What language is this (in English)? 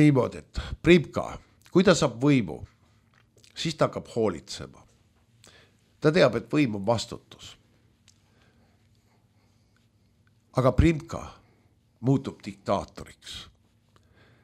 Estonian